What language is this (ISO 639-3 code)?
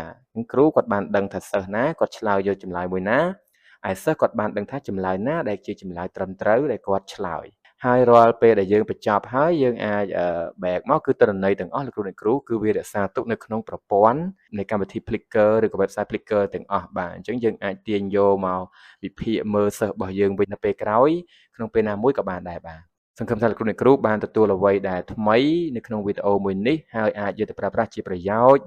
khm